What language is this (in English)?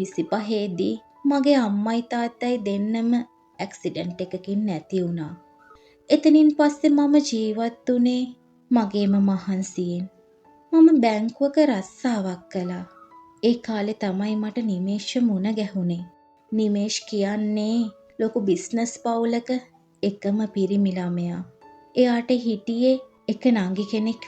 Sinhala